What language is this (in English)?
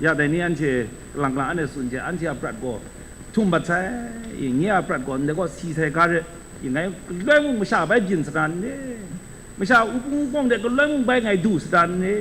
Kachin